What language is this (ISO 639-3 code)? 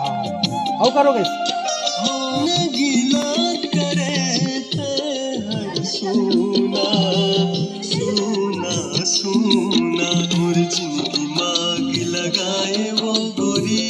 hne